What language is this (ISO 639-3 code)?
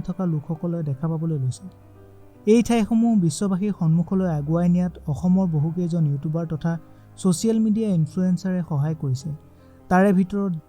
asm